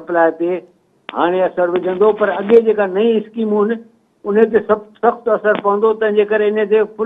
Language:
Sindhi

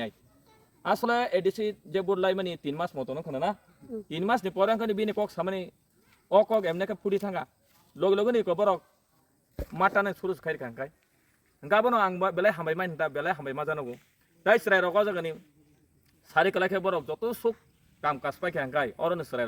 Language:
Kok Borok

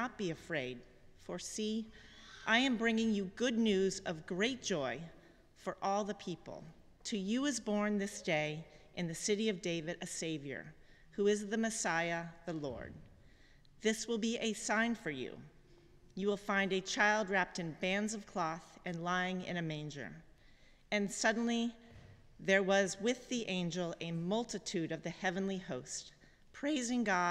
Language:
English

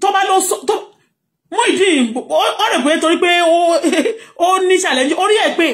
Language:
Yoruba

